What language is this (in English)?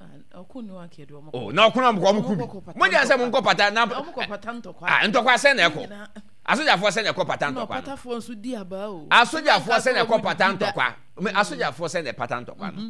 Akan